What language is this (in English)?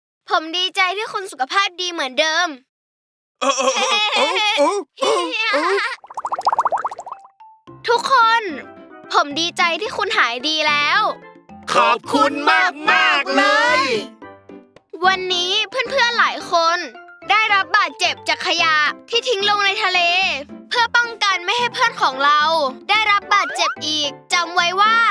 Thai